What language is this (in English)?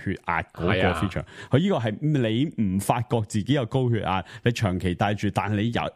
Cantonese